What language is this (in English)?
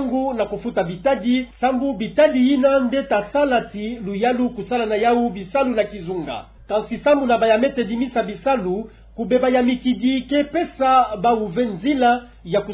Kituba (Democratic Republic of Congo)